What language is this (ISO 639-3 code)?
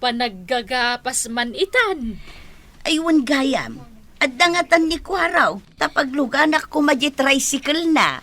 ilo